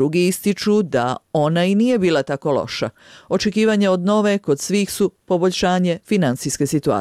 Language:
Serbian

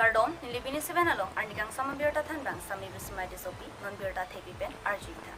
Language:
Karbi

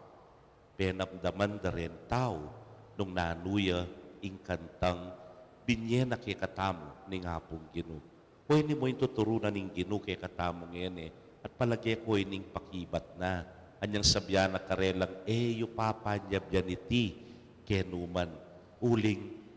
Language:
Pampanga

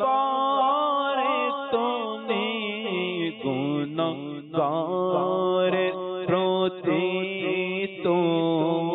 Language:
Bangla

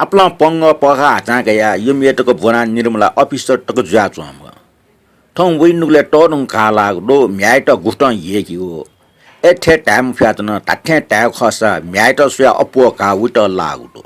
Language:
Newari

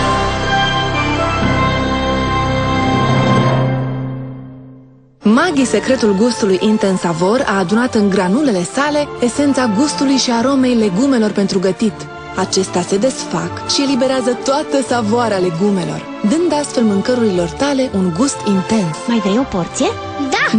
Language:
Romanian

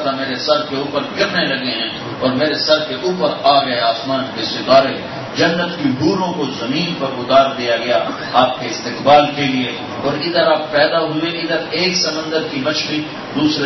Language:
Urdu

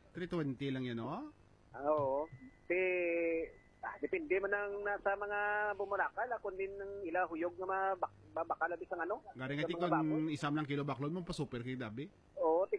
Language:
Hiligaynon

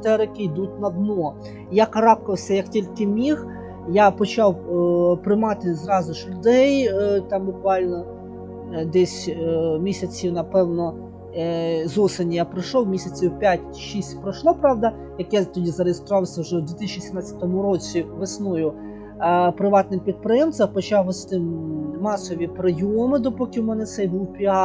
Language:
Ukrainian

